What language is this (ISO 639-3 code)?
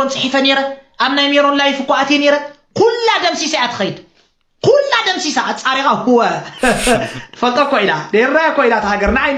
tir